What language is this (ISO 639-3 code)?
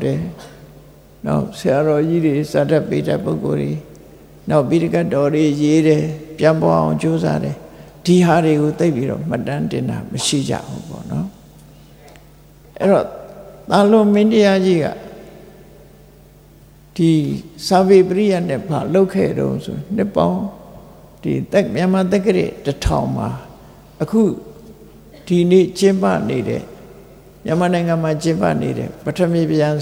mya